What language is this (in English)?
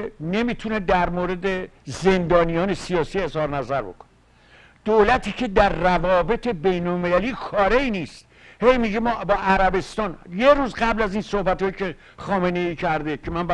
Persian